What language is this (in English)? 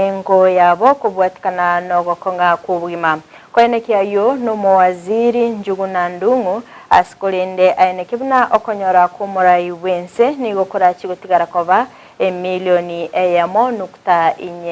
Gusii